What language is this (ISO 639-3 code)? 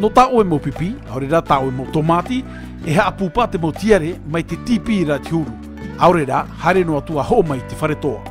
tah